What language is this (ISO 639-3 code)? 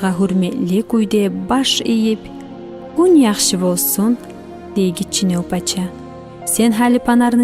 kum